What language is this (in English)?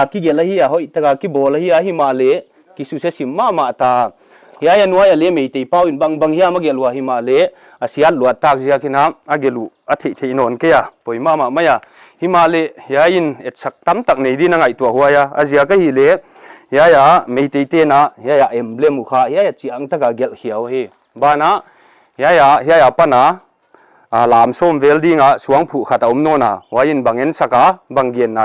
Paite Chin